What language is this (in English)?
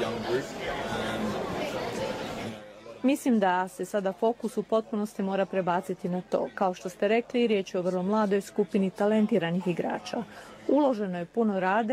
Croatian